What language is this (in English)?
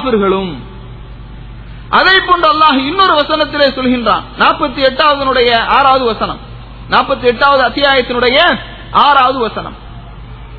Tamil